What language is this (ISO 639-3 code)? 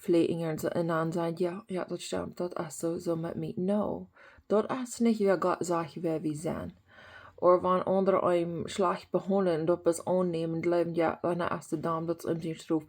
pdt